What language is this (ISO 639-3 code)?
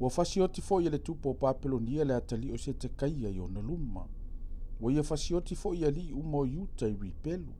smo